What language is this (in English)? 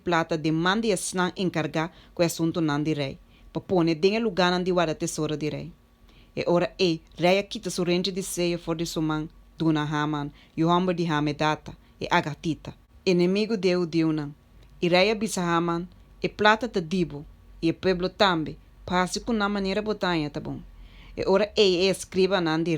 Papiamento